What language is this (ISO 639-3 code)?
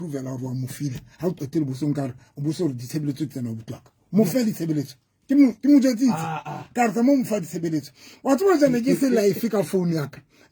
sot